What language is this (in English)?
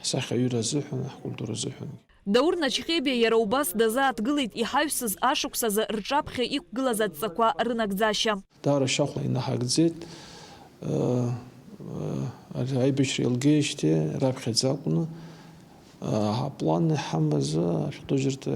Abkhazian